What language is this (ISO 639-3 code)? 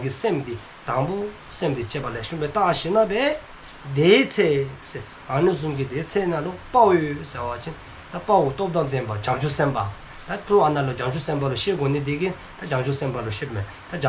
dzo